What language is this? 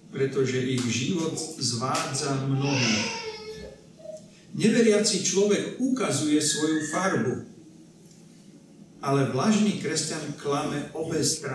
Slovak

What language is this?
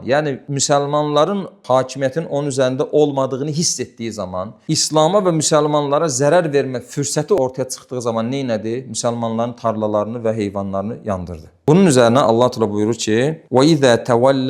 Azerbaijani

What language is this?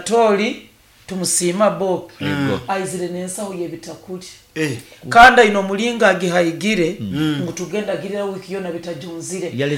Nyoro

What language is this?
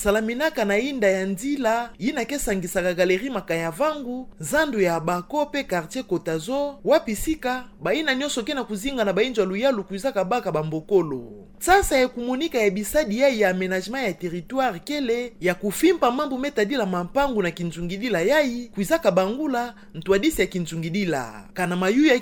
Kituba (Democratic Republic of Congo)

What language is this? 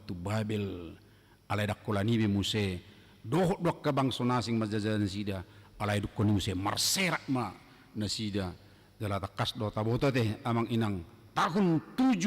Batak Toba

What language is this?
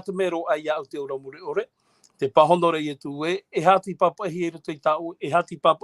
Tahitian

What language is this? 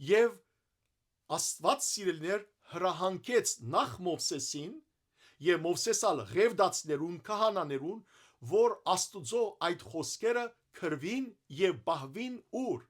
Western Armenian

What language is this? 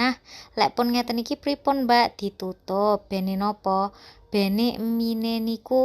Javanese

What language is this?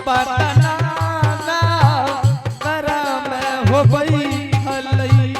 Angika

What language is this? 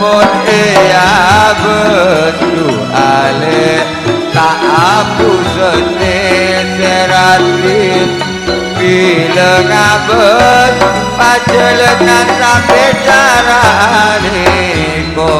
Madurese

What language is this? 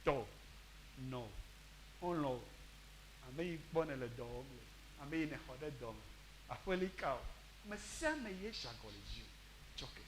Ewe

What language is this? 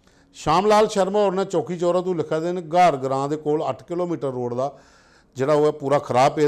Dogri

